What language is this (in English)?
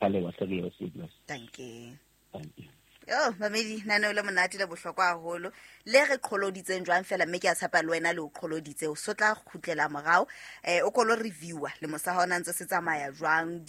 Southern Sotho